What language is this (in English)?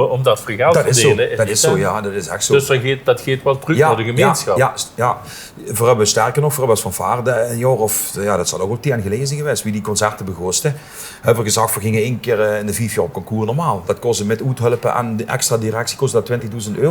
Limburgish